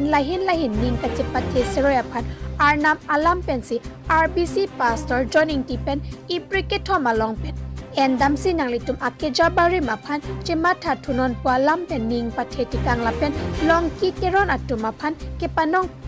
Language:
Karbi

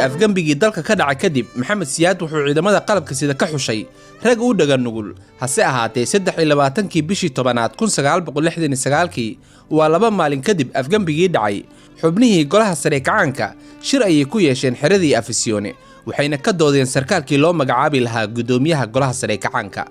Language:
Somali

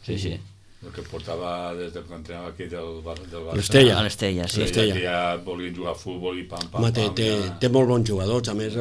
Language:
Catalan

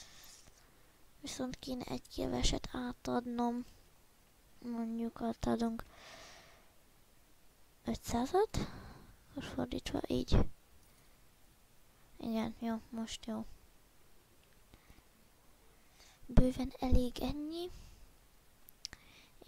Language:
Hungarian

